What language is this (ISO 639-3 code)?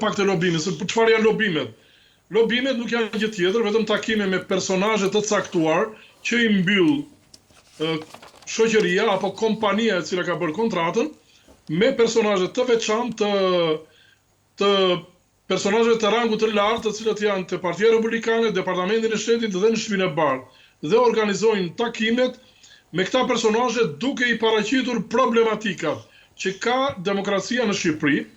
sqi